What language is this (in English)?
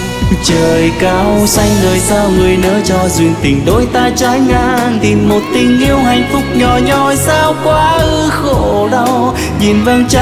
Vietnamese